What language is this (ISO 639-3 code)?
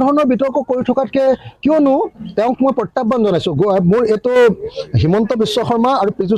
asm